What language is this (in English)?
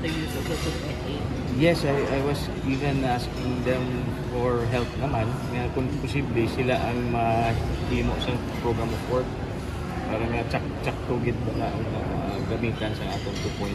Hiligaynon